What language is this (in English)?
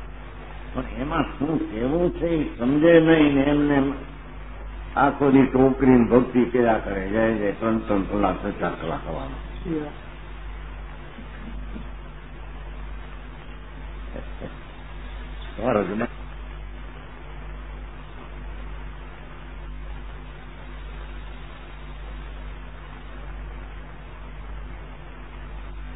Gujarati